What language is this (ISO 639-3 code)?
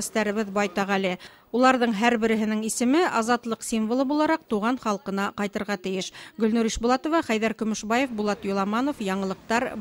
bak